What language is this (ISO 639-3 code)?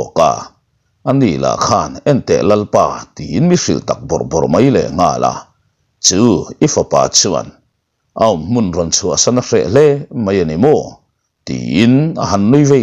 lus